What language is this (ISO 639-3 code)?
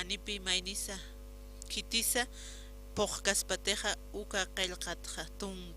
aym